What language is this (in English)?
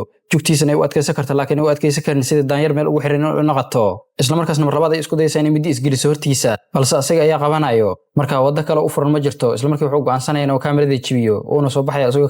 Somali